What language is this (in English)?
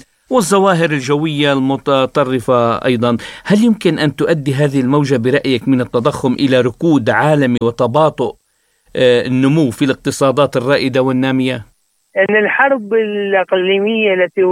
Arabic